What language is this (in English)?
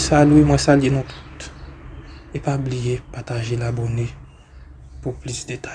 Haitian Creole